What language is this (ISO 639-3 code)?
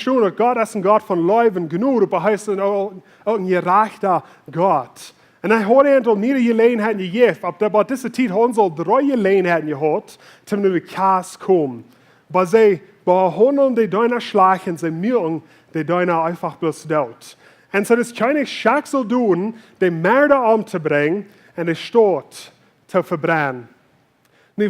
pdt